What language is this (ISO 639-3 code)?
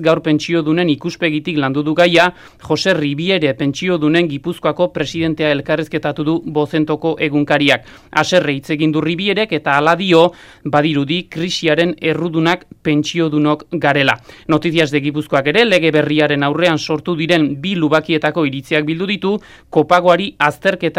eus